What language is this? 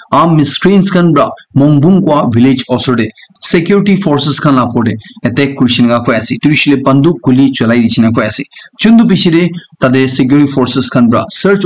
Naga Pidgin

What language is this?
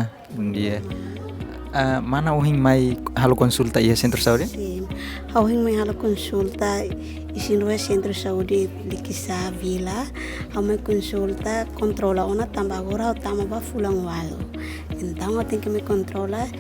Tetum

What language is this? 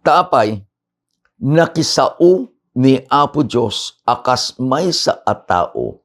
Iloko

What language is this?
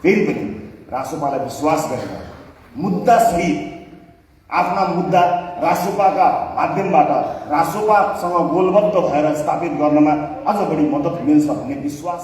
Nepali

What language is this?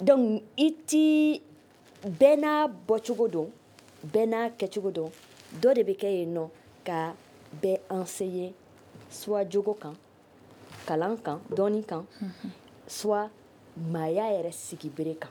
Bambara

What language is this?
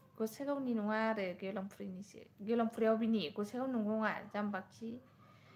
Bodo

